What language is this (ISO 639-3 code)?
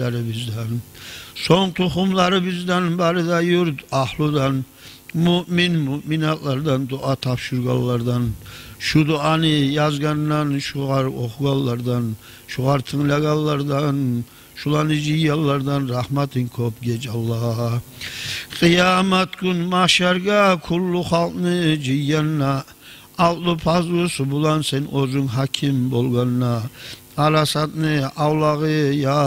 kum